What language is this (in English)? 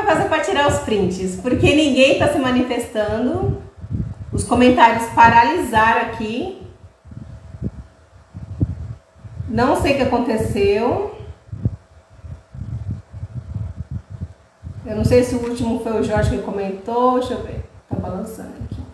Portuguese